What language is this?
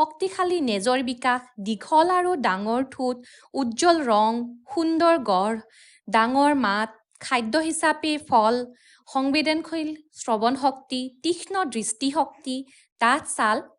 Assamese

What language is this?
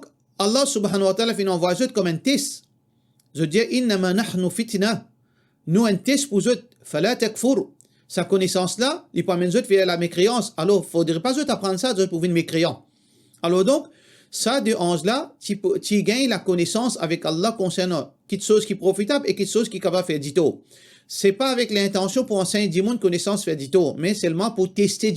Morisyen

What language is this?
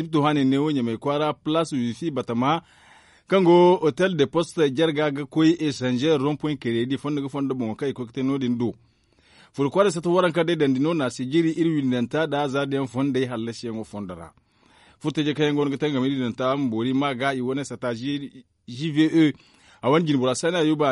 Zarma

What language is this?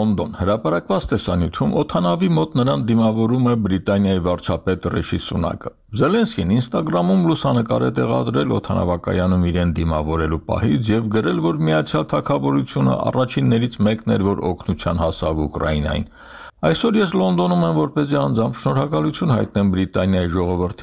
Armenian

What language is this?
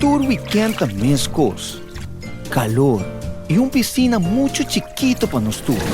Papiamento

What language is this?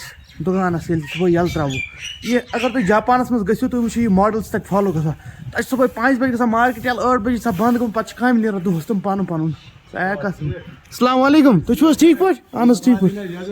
Kashmiri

